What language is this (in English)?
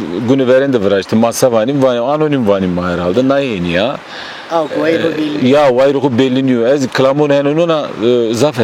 Zaza